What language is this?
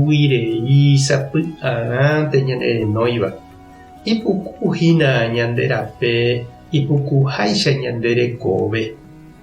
Guarani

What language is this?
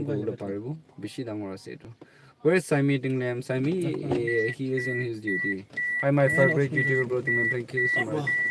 Naga Pidgin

